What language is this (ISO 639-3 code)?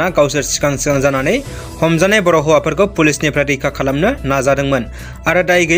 brx